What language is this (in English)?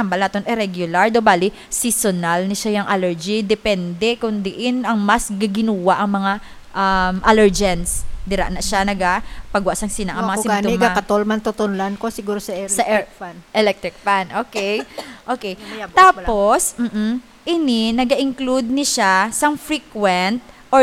Hiligaynon